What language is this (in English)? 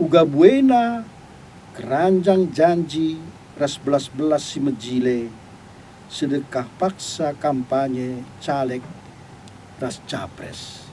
Batak Karo